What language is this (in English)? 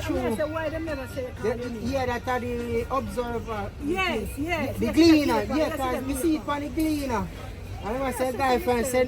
Jamaican Creole English